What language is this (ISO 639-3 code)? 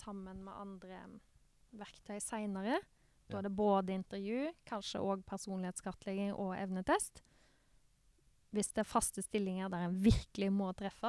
nor